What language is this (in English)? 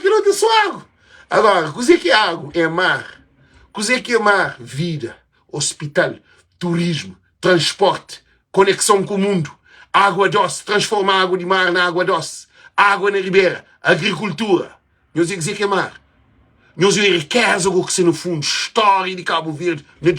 Kabuverdianu